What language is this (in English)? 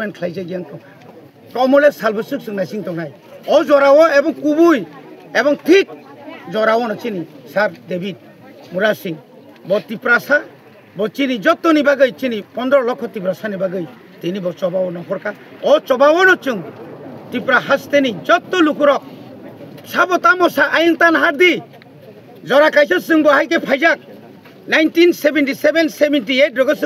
Kok Borok